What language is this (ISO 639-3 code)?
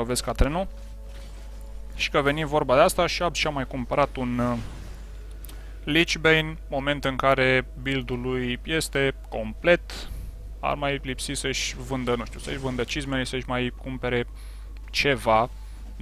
ron